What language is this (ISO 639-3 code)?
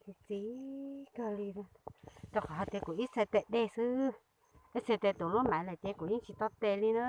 hmn